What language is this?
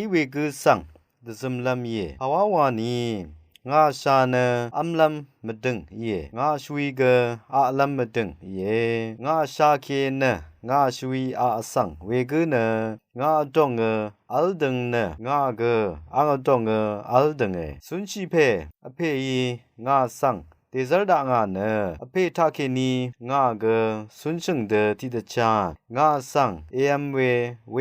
Rawang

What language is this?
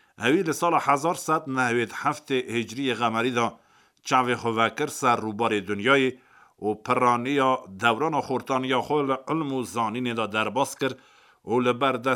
Kurdish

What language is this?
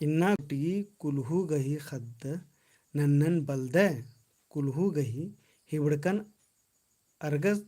Kurukh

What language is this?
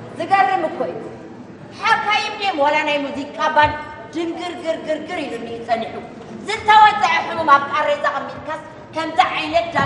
Tigrinya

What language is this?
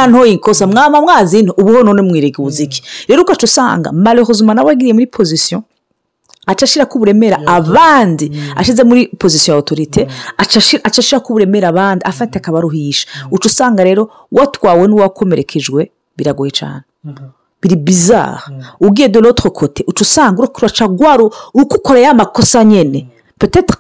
Rundi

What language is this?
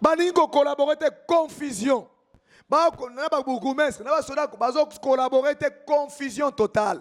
Lingala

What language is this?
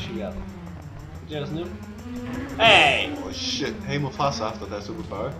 Faroese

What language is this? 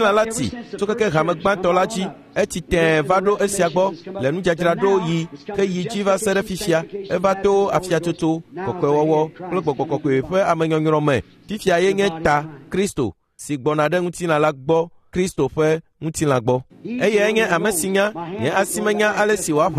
Ewe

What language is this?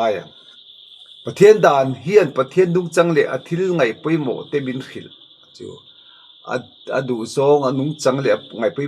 Mizo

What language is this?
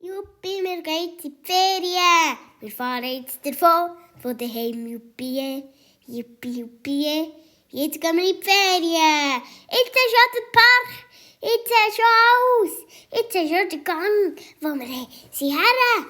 Swiss German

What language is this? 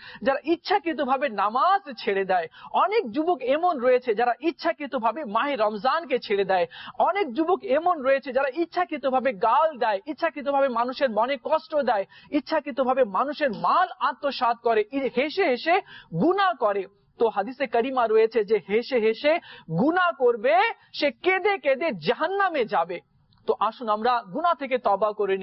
Bangla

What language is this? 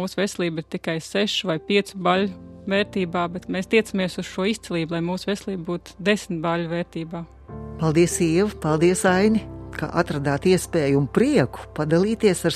Latvian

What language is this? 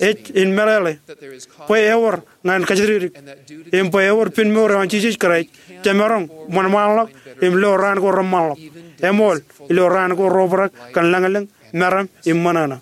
Marshallese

